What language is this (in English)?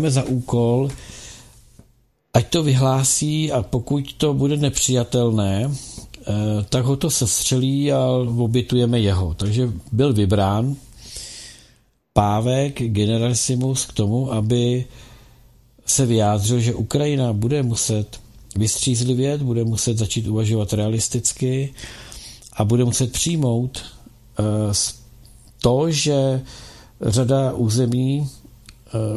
Czech